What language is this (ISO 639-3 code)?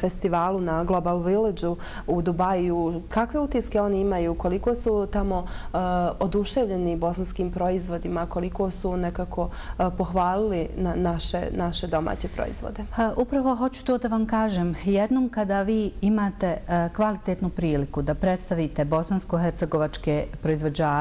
bos